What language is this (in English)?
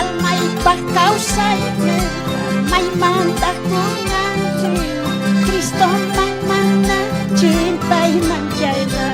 South Bolivian Quechua